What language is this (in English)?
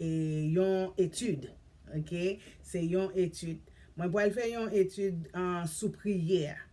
Haitian Creole